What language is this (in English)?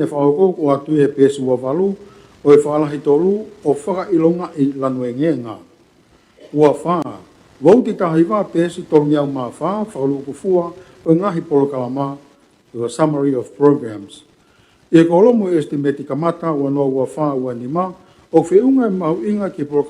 Tongan